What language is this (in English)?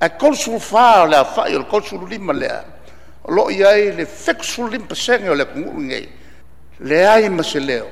Samoan